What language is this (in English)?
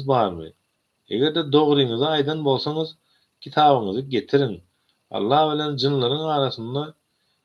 Turkmen